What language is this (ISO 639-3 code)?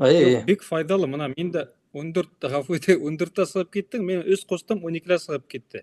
bak